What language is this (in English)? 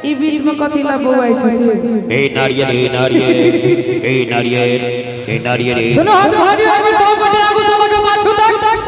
Maithili